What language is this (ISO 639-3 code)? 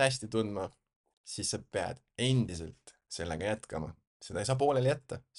est